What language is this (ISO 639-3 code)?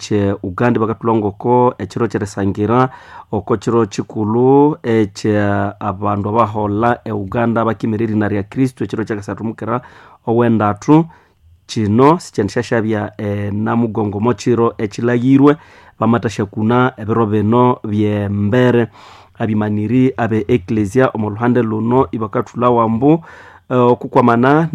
nnb